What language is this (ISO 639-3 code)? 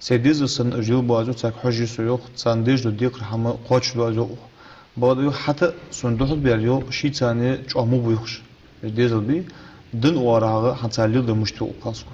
inh